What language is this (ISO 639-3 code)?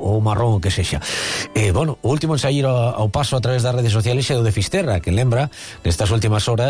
glg